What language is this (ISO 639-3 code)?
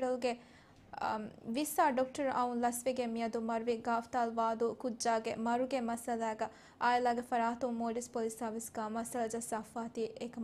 div